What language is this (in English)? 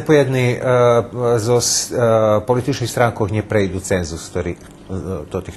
Rusyn